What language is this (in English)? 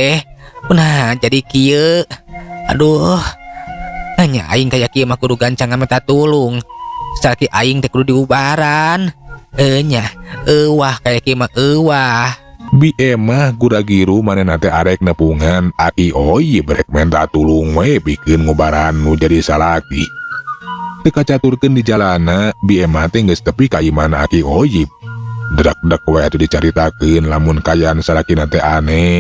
Sundanese